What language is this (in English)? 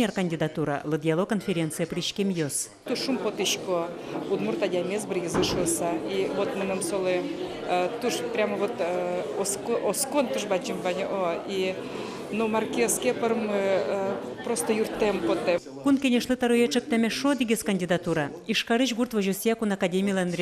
Udmurt